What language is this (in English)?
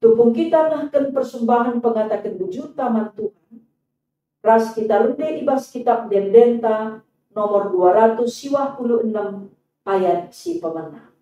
Batak Karo